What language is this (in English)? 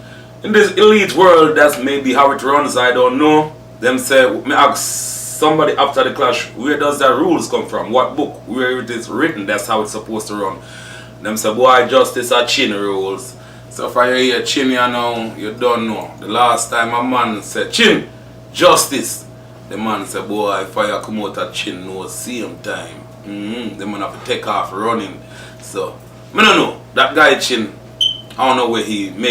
Jamaican Creole English